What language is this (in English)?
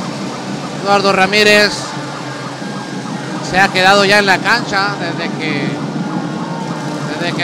Spanish